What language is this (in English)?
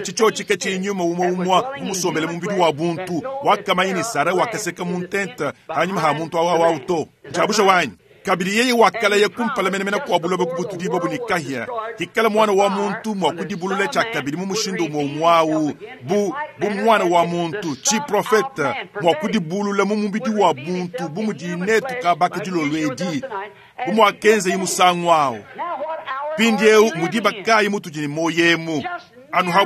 Luba-Lulua